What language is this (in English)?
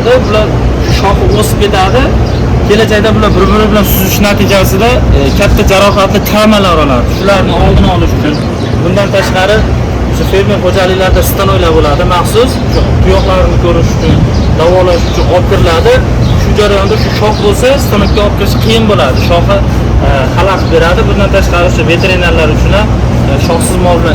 Uzbek